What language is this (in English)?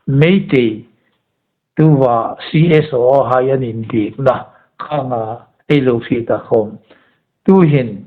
Hmar